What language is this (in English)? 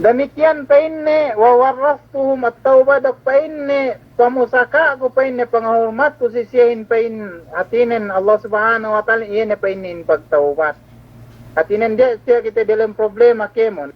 Yakan